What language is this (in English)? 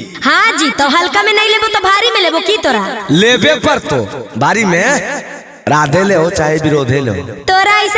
Magahi